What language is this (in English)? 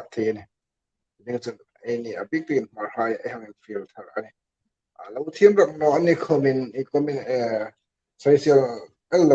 Hmar